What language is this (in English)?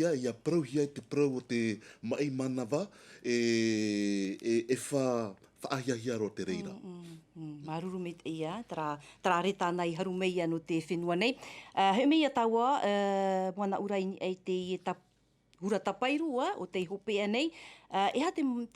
Tahitian